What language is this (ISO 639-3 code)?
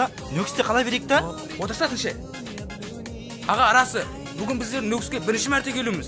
kaz